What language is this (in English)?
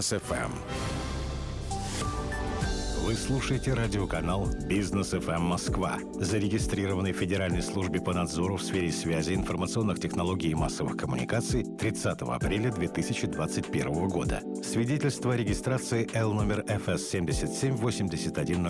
Russian